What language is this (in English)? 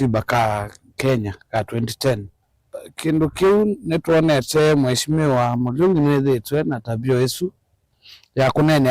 Kamba